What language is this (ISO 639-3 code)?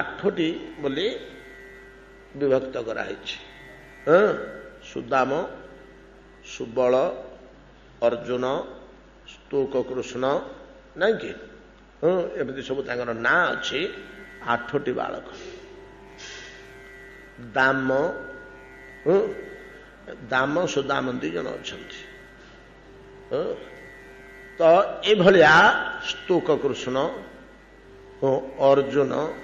ori